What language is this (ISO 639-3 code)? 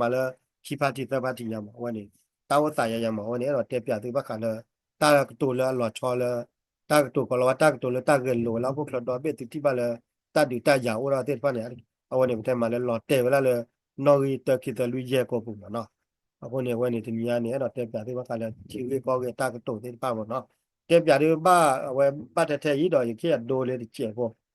ksw